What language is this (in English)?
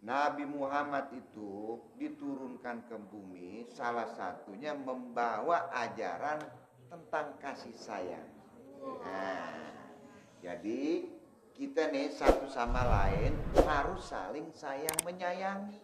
Betawi